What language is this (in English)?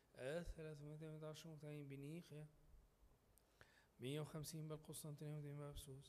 Egyptian Arabic